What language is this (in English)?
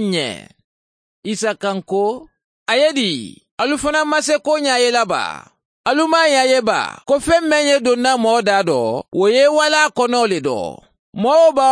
Mandingo